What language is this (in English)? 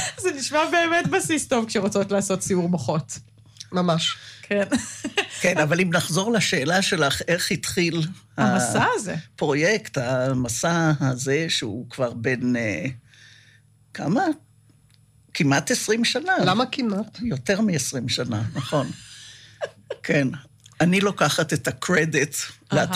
Hebrew